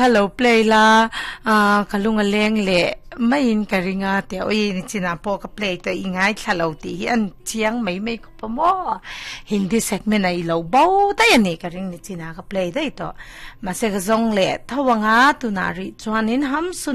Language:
Mizo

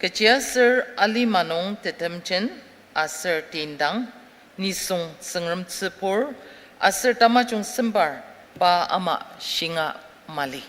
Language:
Ao Naga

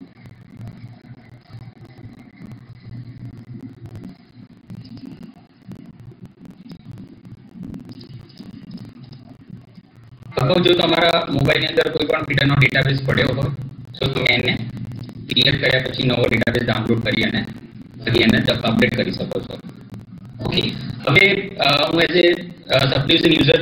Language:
Gujarati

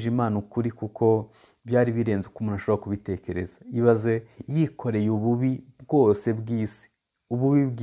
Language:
Kinyarwanda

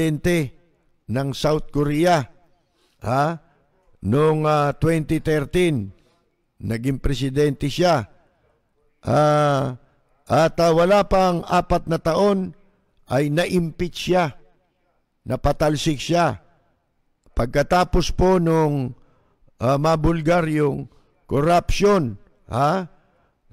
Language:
Filipino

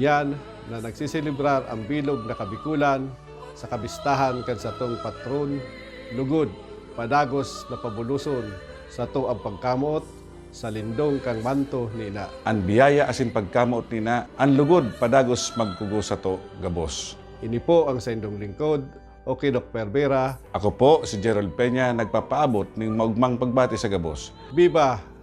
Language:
Bikol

